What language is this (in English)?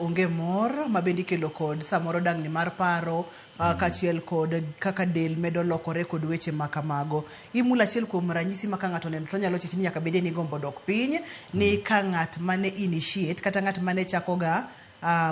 Luo (Kenya and Tanzania)